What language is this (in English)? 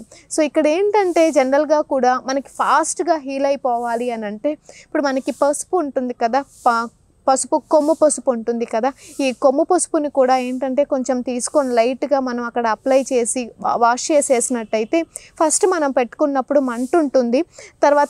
Telugu